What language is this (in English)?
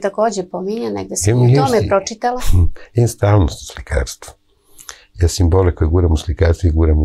Serbian